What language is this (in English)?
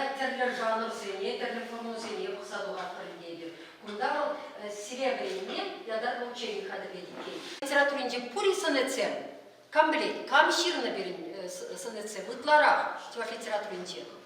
Chuvash